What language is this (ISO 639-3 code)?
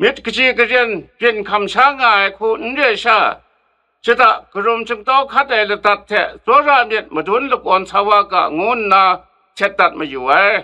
kac